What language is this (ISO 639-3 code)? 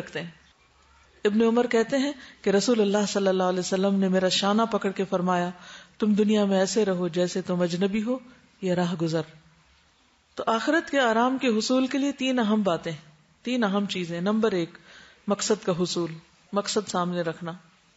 urd